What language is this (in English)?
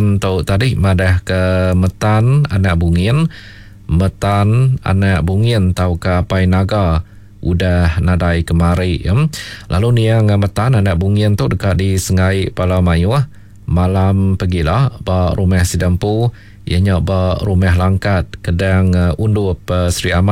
Iban